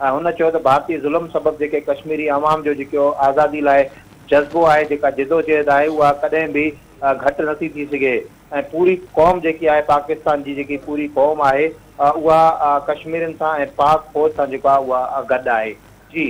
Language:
Sindhi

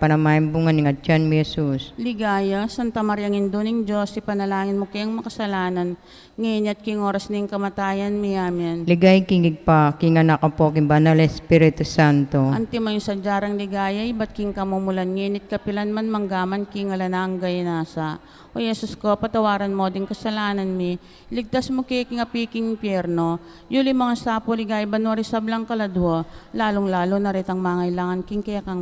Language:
Pampanga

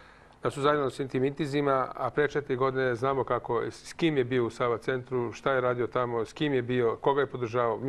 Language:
Serbian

